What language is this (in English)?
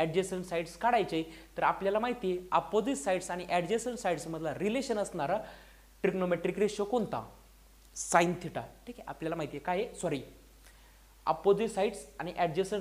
Marathi